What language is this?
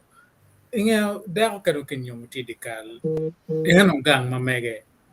Acoli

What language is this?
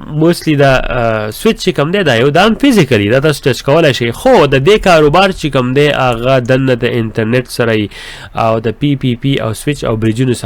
Pashto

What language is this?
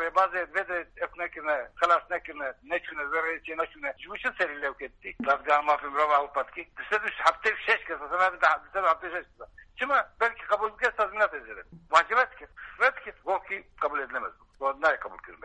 Kurdish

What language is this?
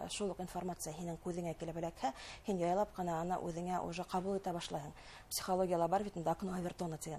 Bashkir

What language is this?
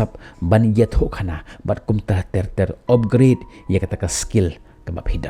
Khasi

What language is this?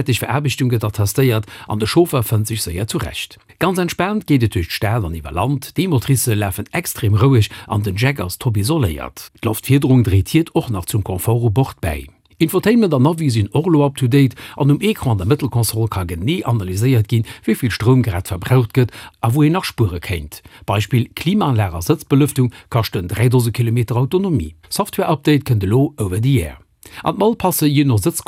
Luxembourgish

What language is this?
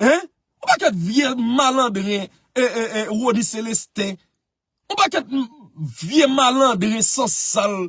Haitian Creole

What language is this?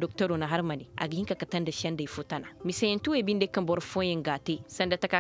Zarma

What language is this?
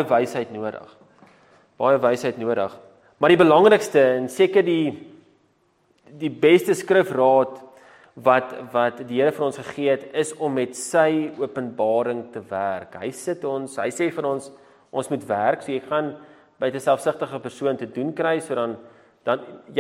Afrikaans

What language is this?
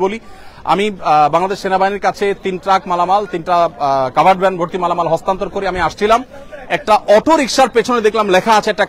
Bangla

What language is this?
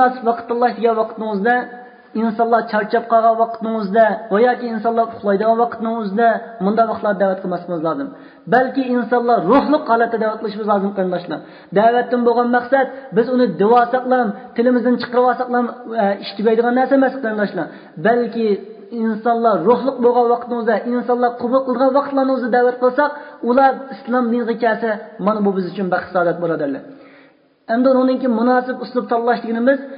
Uyghur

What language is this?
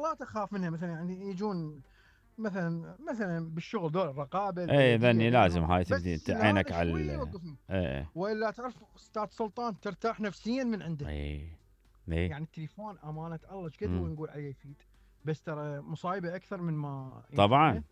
Mesopotamian Arabic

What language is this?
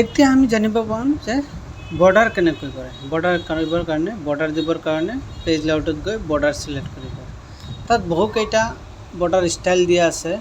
Assamese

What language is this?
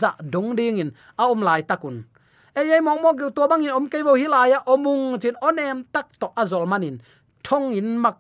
Tedim Chin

